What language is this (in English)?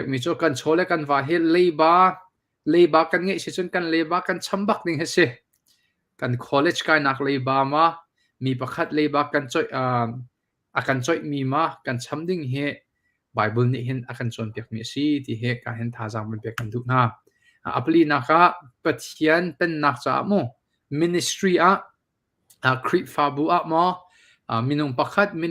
Hakha Chin